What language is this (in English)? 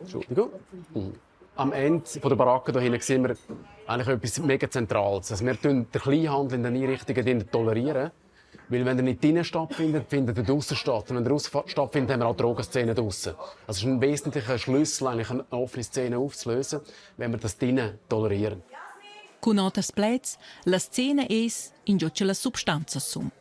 Romansh